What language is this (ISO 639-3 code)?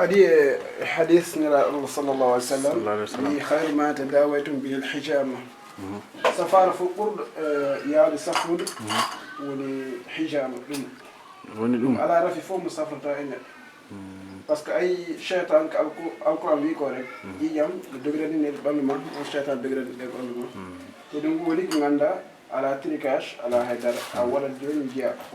ful